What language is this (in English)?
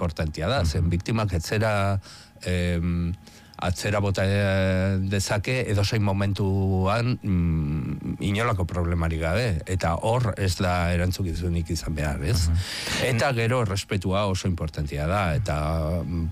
Basque